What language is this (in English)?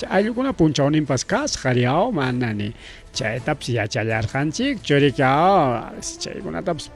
Ayacucho Quechua